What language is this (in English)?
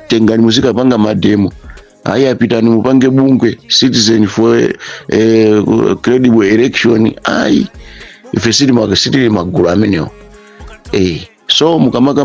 Nyanja